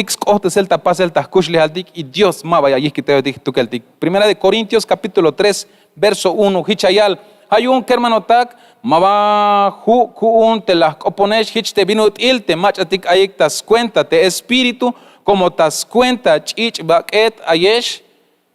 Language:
Tzeltal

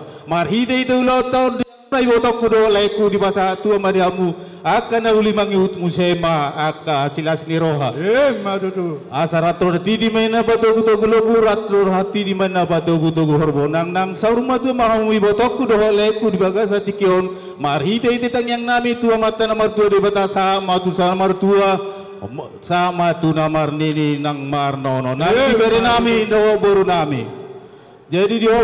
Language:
Batak Toba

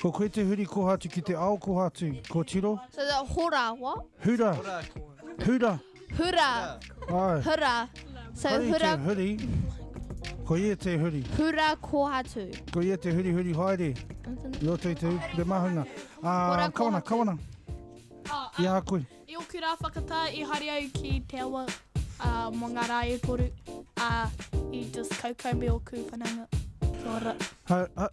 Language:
Māori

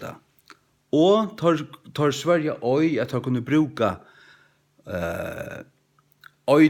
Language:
Faroese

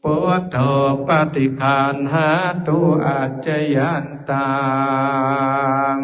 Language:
Pali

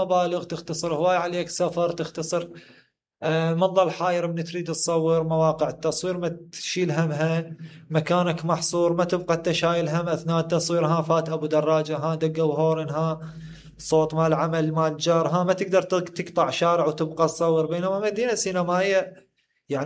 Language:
Mesopotamian Arabic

